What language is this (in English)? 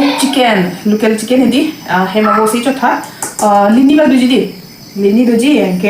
Karbi